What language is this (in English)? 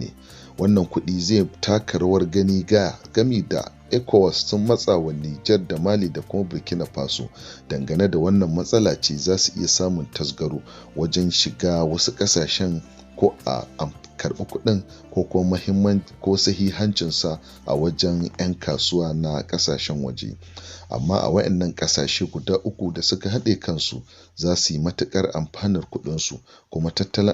Hausa